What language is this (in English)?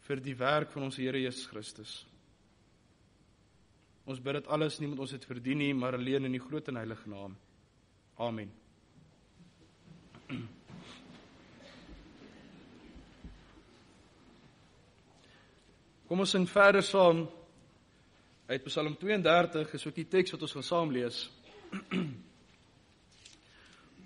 Afrikaans